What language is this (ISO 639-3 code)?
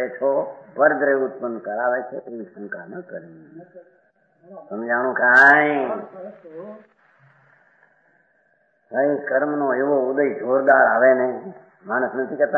guj